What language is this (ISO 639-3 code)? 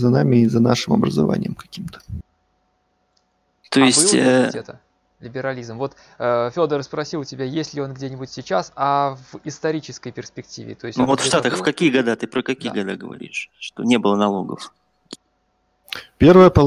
rus